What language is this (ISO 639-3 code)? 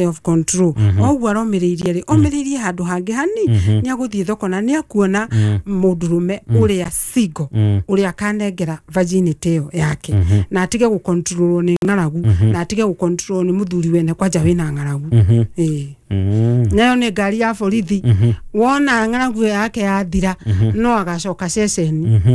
kik